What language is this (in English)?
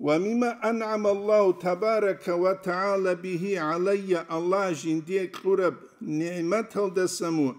Avaric